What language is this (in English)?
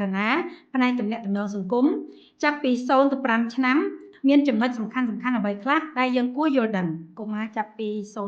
Khmer